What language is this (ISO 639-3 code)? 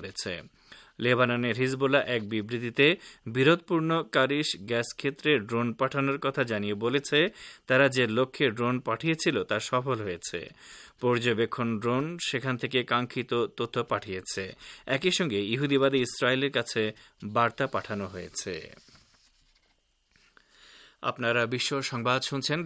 ben